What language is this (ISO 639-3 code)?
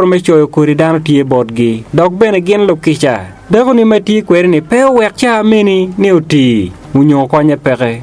ach